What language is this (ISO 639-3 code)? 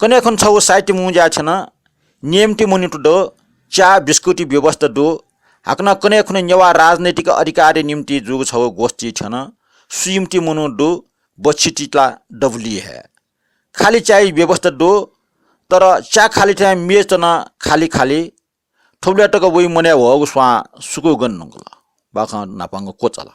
new